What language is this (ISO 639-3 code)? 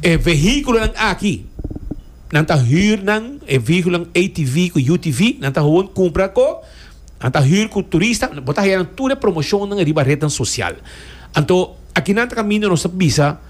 pap